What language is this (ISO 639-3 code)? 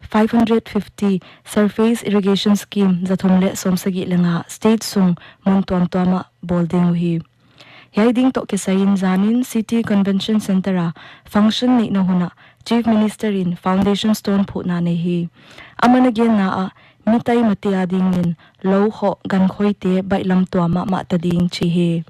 pck